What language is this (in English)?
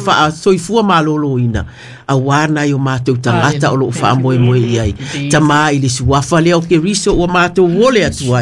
Samoan